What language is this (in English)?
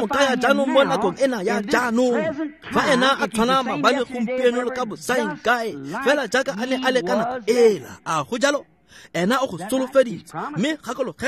Tswana